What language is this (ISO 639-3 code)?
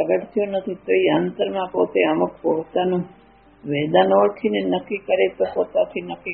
guj